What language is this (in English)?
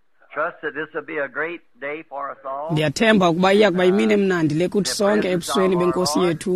Xhosa